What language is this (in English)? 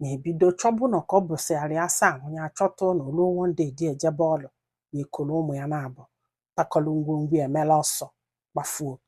Igbo